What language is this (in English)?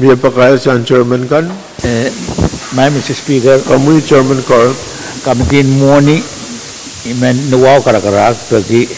Pohnpeian